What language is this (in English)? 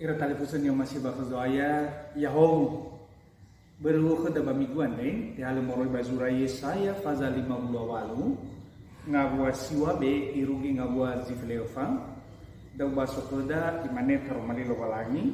Nias